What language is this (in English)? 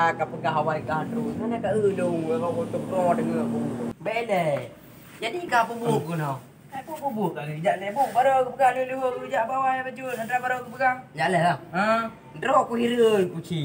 Achinese